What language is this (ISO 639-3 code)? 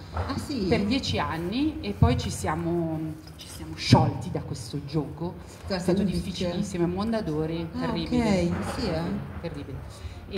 ita